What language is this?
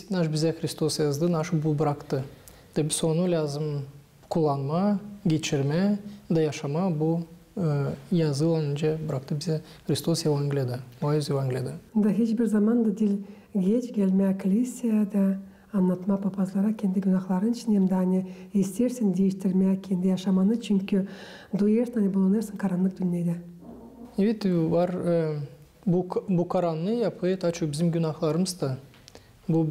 Gagauz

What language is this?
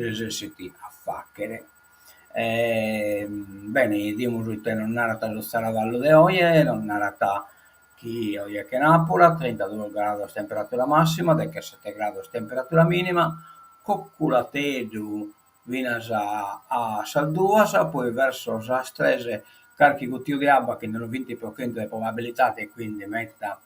Sardinian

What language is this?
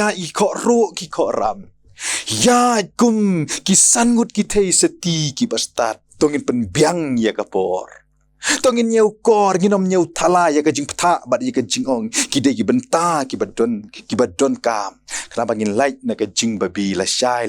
Khasi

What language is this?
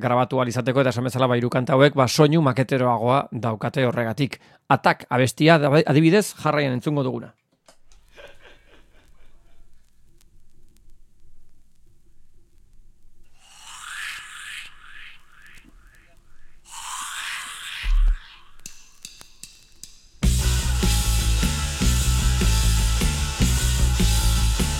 Basque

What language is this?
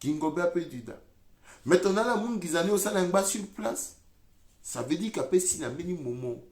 Sango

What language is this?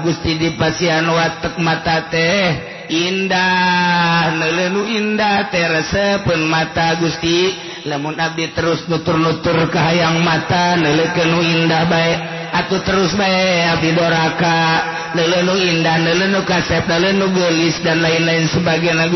Sundanese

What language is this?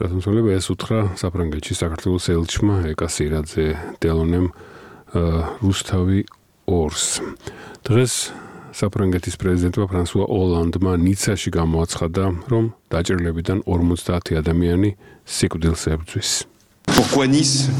Georgian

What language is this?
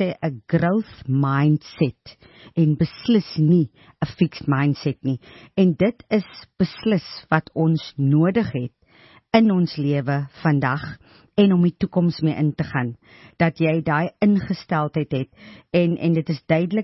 Afrikaans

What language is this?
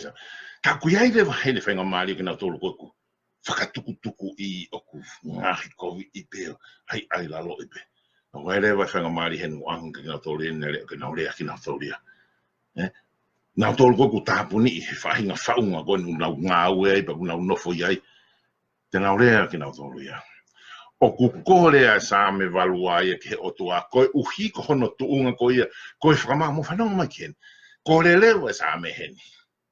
Tongan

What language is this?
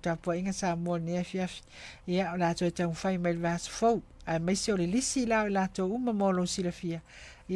Samoan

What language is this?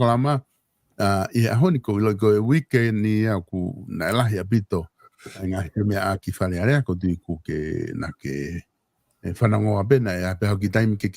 Tongan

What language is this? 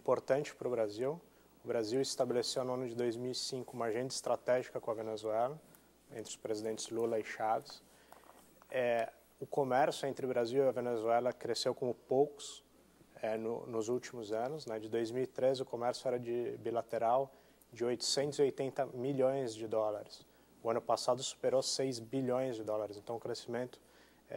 Portuguese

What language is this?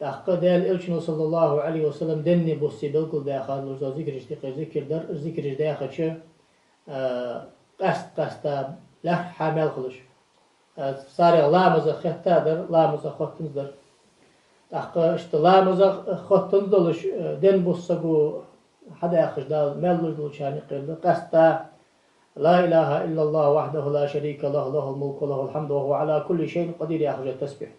Ingush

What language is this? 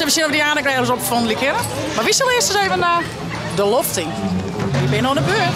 Western Frisian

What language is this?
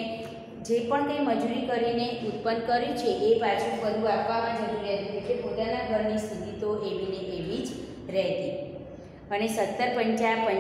Gujarati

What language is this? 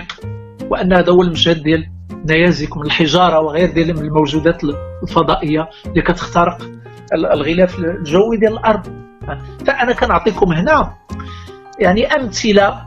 Moroccan Arabic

